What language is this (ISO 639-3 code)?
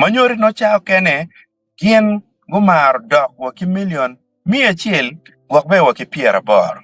ach